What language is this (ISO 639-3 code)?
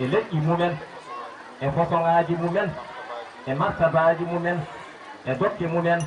ful